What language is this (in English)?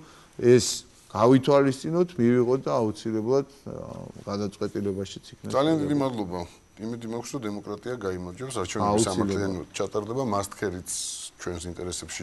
Georgian